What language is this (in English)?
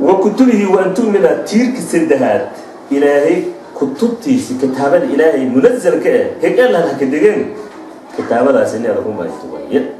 Somali